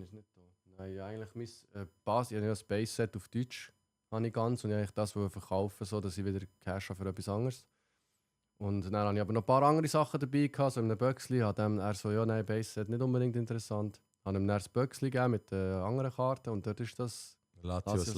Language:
Swiss German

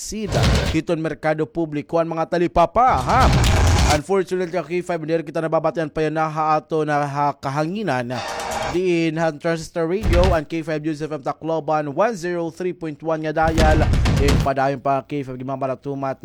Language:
Waray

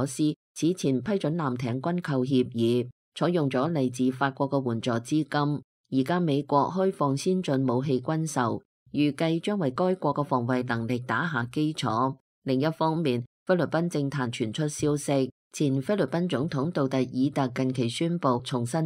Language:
Cantonese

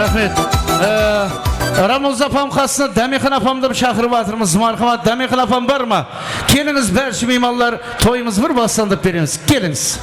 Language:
Kara-Kalpak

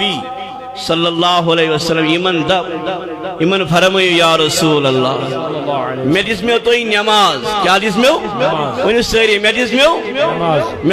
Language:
Kashmiri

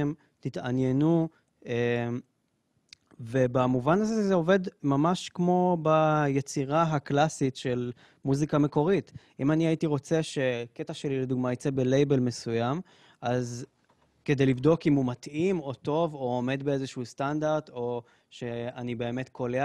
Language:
Hebrew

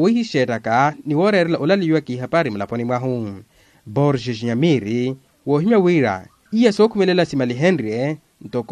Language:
Makhuwa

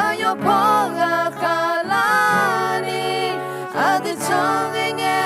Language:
Akha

